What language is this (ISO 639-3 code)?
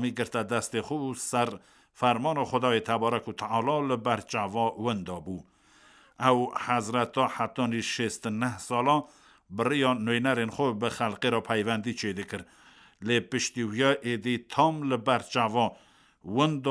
kur